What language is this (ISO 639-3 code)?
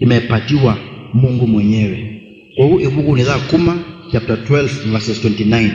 kam